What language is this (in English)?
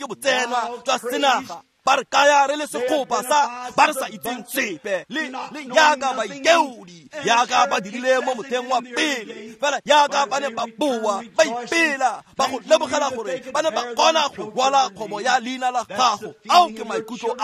Tswana